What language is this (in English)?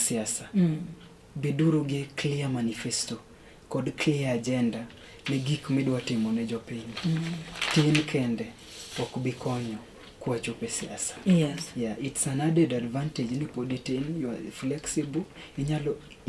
Luo (Kenya and Tanzania)